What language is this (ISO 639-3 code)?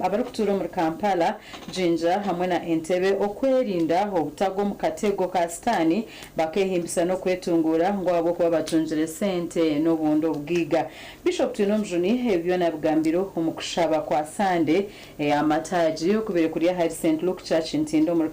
nyn